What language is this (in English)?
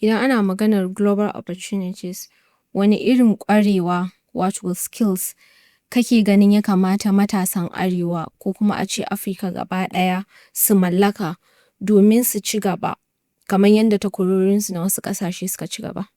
Hausa